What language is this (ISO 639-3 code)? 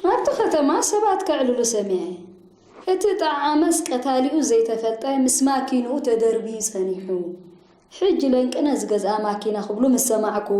tir